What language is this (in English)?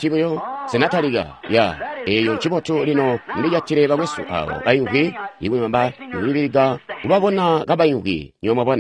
Tonga (Zambia)